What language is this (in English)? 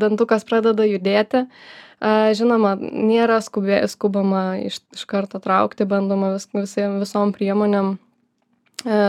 Lithuanian